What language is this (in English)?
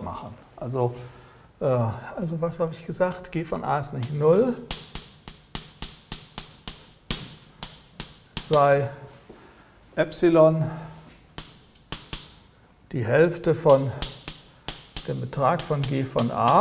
German